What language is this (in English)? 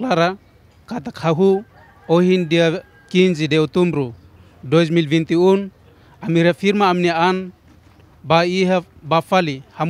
Tetum